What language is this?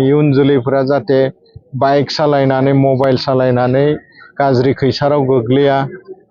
Bodo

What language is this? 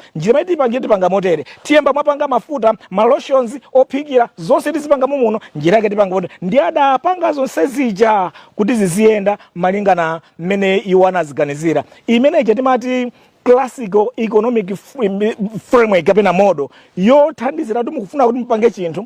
Nyanja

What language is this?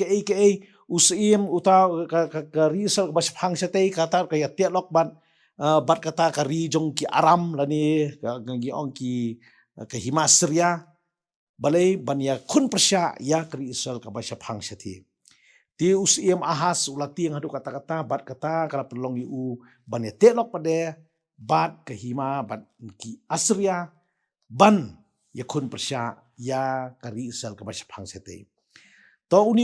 Khasi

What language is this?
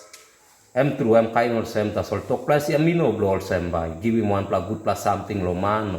Tok Pisin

